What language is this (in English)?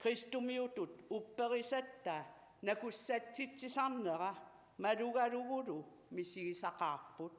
Kalaallisut